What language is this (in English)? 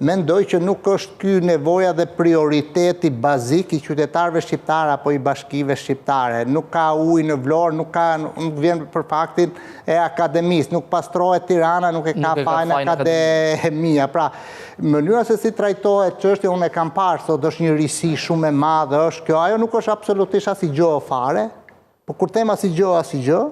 Albanian